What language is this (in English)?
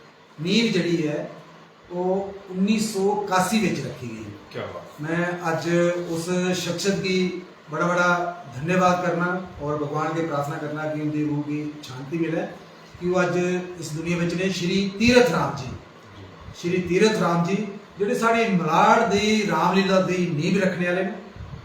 Dogri